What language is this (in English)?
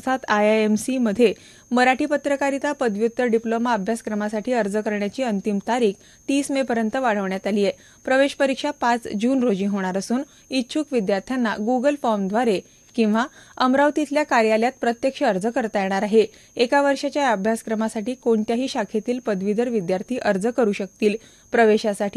Marathi